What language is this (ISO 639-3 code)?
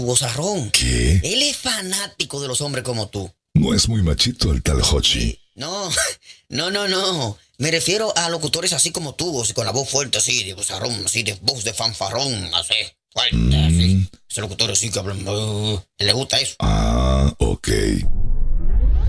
spa